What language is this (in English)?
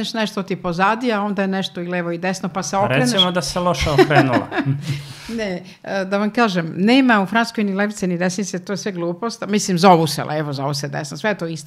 Serbian